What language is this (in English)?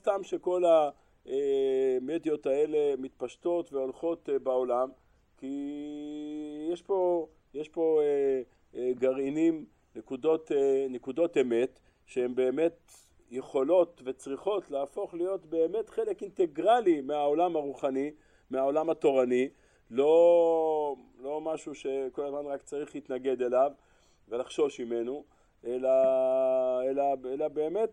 Hebrew